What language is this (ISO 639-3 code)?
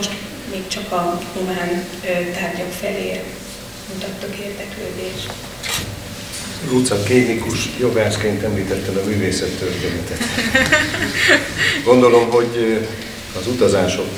hun